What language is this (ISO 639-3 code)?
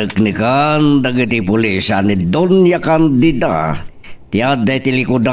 ilo